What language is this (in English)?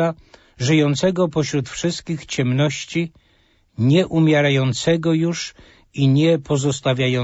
Polish